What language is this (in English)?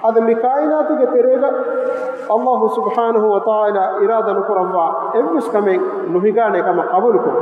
Divehi